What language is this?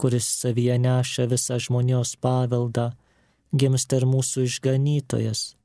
Lithuanian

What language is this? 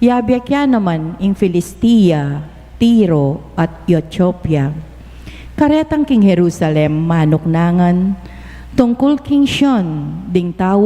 Pampanga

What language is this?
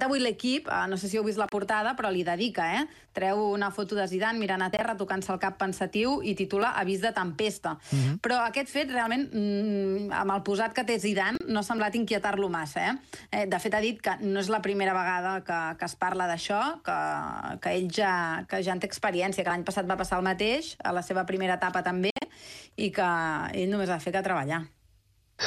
Catalan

